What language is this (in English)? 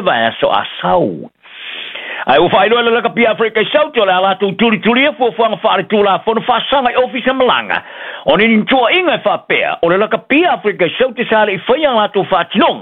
Samoan